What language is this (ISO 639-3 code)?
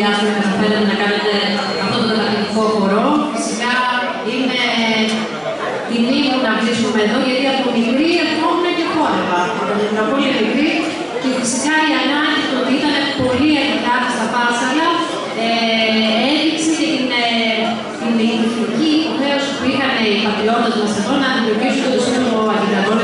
ell